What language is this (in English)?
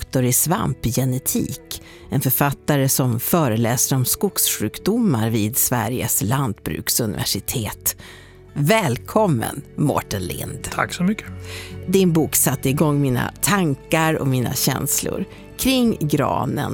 Swedish